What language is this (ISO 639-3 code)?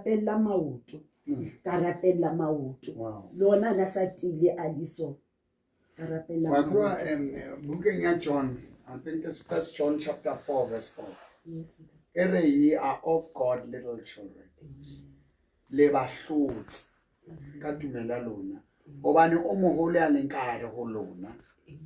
sot